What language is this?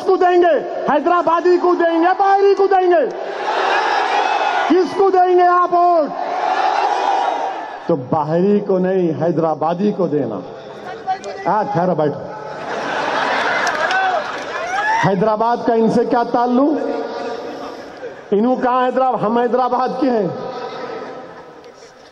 Urdu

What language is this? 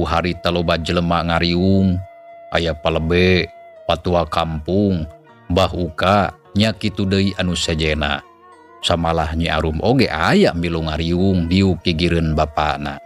Sundanese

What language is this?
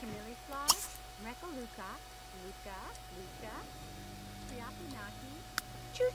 Bavarian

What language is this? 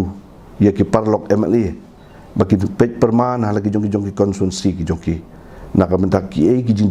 Khasi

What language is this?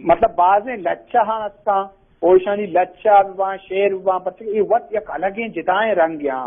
Eastern Balochi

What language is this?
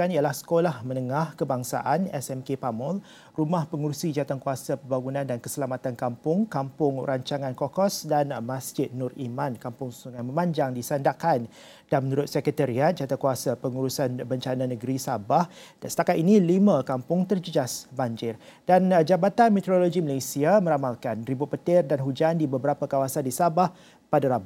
Malay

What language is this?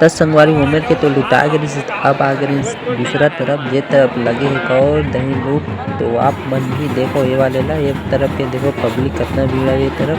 Chhattisgarhi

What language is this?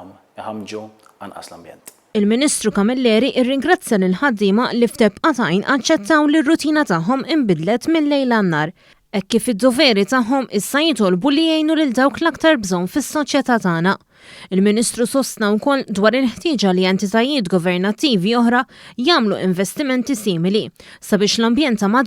Maltese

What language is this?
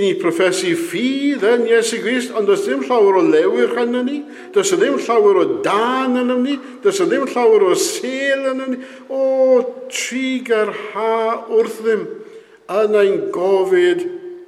Welsh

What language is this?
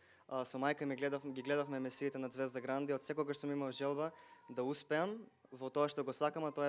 Macedonian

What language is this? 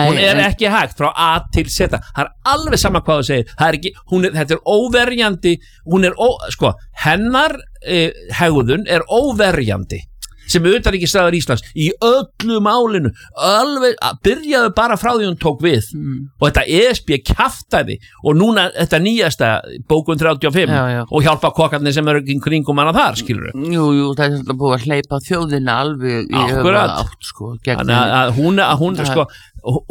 Icelandic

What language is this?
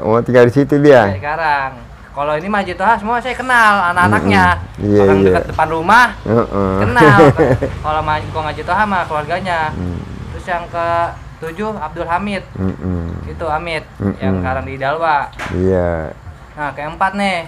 Betawi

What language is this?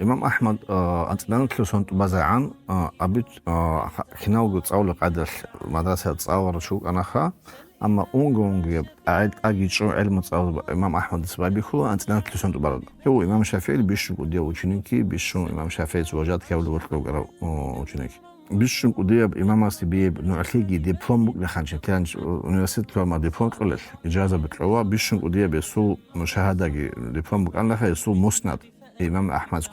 Avaric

